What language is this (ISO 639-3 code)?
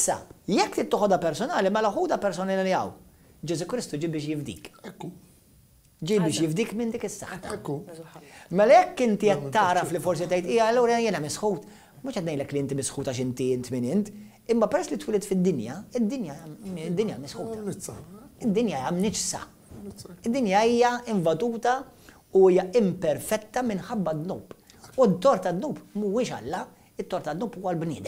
mlt